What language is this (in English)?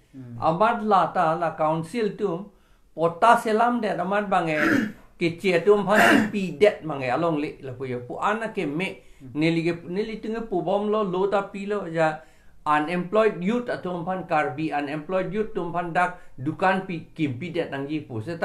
Karbi